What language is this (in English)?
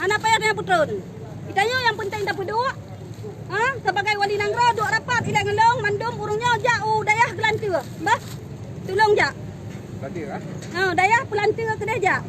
Achinese